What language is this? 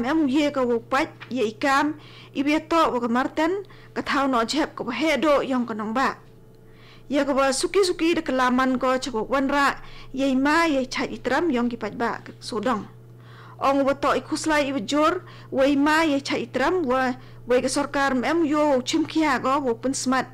Khasi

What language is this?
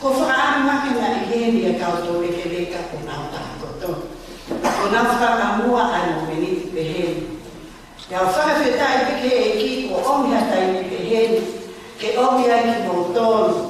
Tongan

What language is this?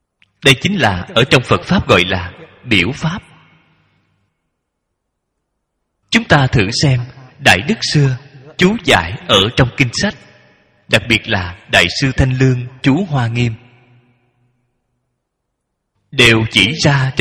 Vietnamese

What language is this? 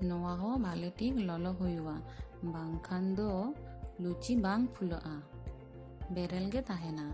Santali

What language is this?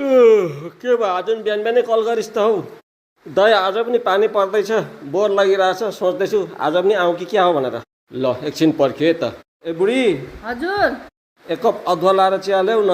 Nepali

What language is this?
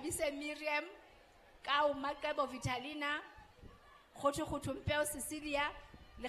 Southern Sotho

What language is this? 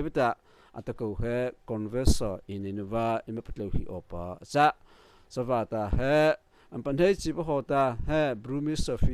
Mara Chin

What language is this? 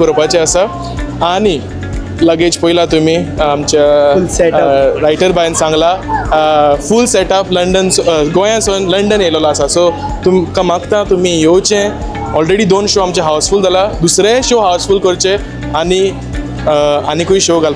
Konkani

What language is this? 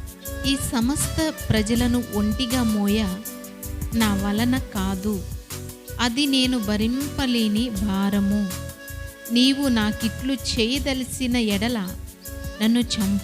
Koya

